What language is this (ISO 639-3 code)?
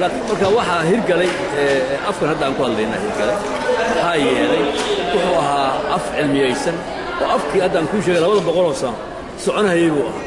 som